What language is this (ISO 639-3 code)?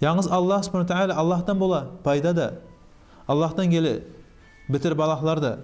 kum